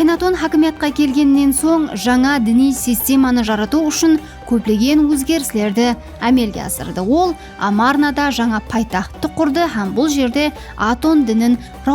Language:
Kara-Kalpak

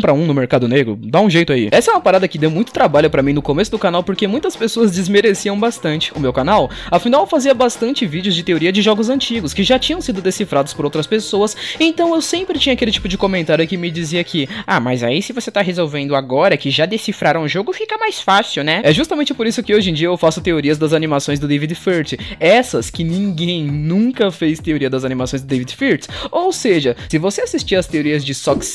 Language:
Portuguese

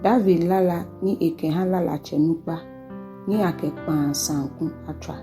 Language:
Ga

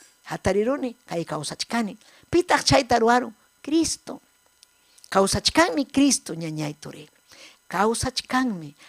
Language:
Ayacucho Quechua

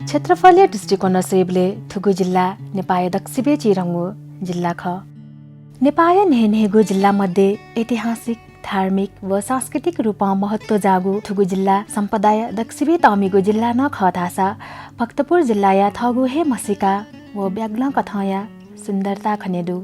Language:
Newari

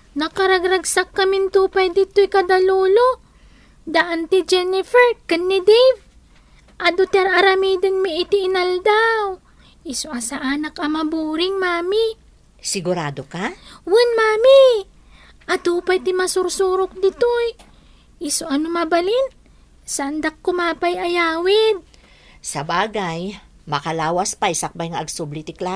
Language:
Iloko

